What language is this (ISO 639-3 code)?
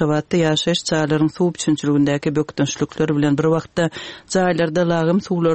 tuk